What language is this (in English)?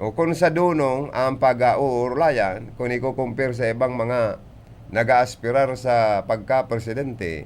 Bikol